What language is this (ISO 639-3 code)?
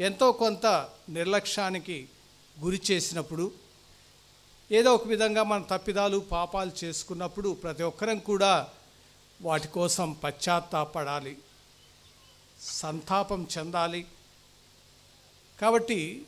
tel